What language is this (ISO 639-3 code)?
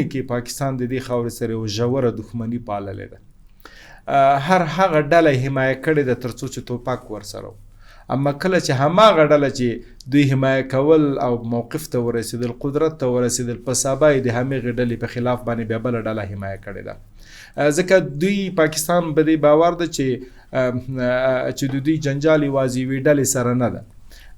pus